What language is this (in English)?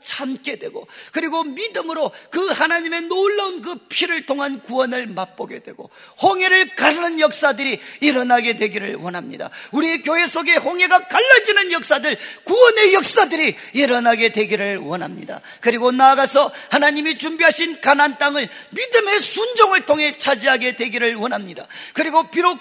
Korean